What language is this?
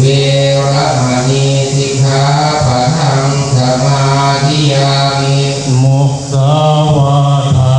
Pali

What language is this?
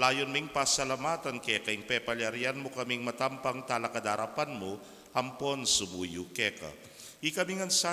Pampanga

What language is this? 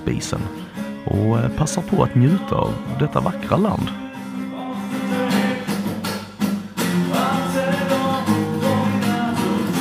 Swedish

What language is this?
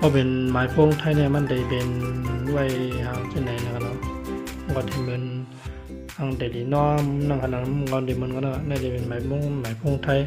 Shan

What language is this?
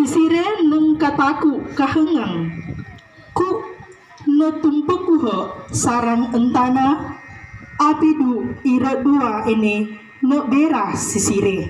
Sangir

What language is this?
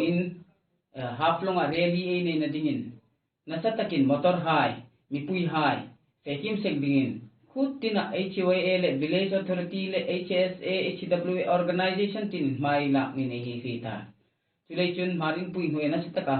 Hmar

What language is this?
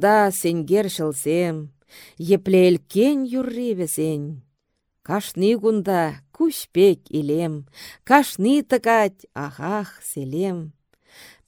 Chuvash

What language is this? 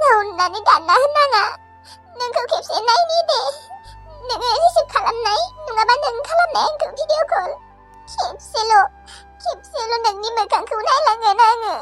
Bodo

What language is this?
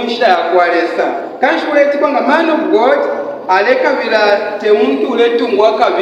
Bemba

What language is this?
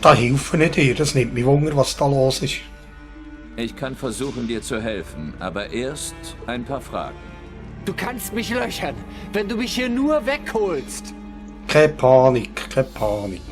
Swiss German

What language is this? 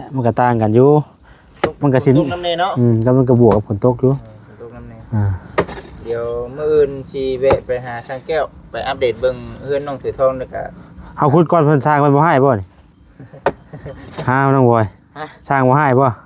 Lao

